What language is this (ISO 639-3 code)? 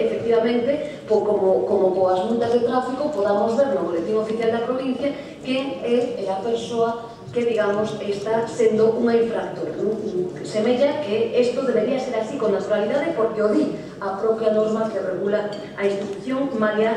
glg